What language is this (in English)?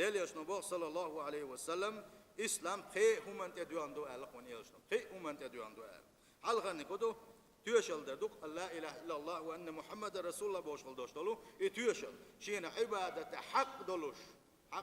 Chechen